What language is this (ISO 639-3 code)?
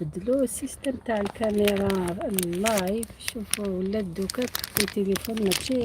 arq